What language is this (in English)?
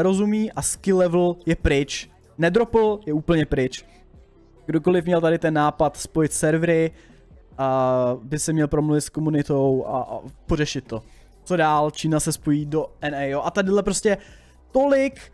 Czech